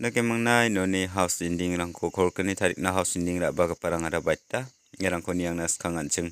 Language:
Garo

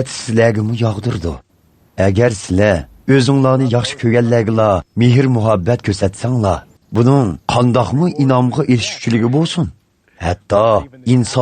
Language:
Uyghur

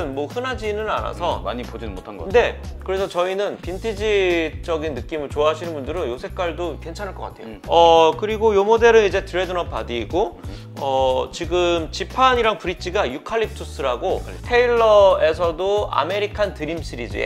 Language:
Korean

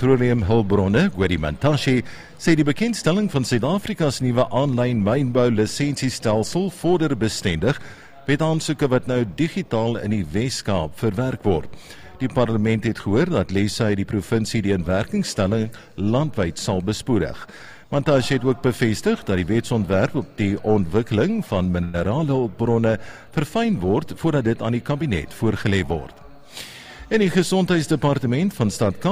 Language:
Afrikaans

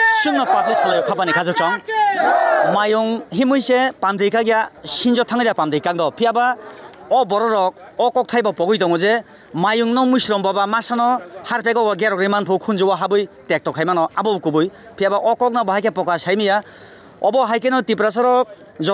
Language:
Kok Borok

